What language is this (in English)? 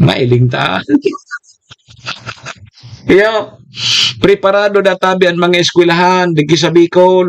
Bikol